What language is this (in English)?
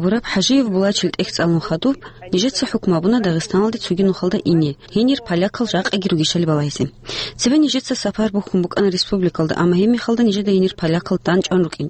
Avaric